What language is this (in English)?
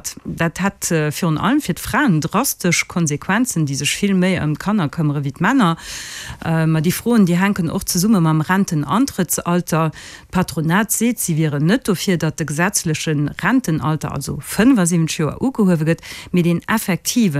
Luxembourgish